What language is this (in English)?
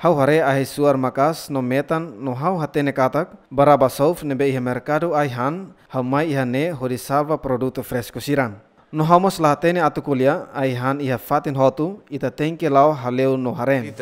Tetum